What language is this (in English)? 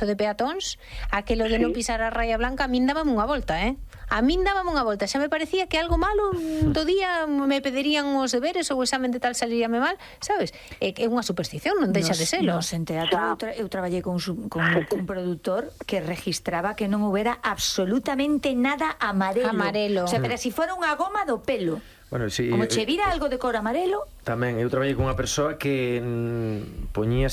Galician